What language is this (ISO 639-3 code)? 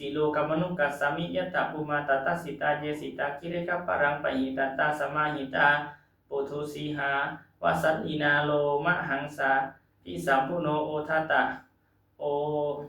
pli